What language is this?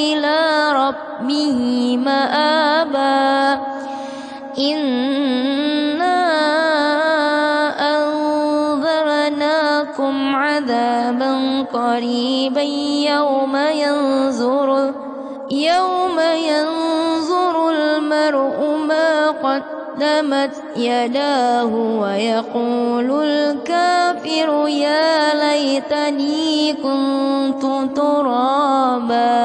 Arabic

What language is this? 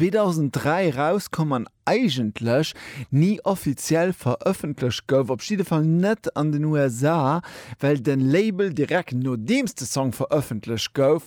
Luxembourgish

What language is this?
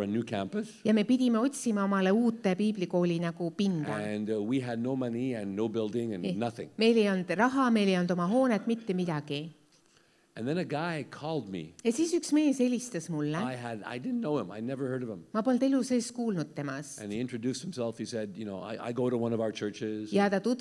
Estonian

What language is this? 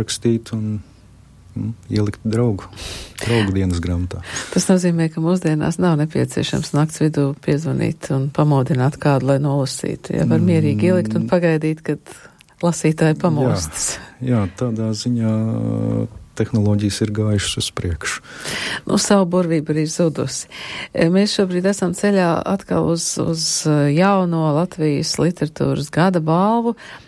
Latvian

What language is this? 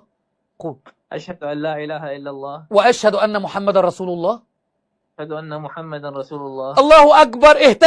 Egyptian Arabic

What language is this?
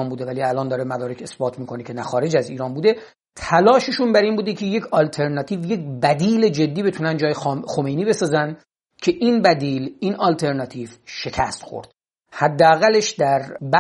Persian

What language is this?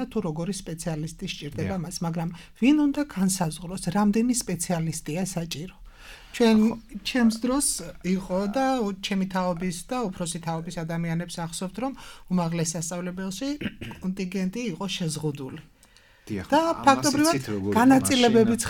Georgian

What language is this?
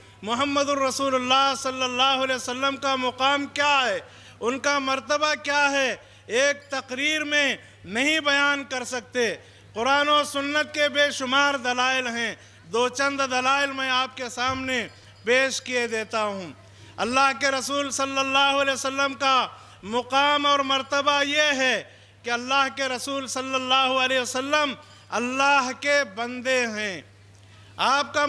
Urdu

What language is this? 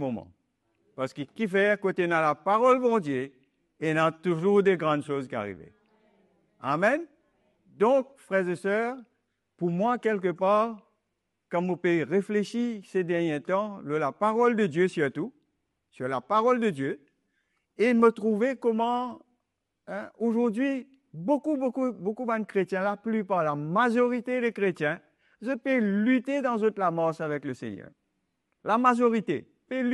Morisyen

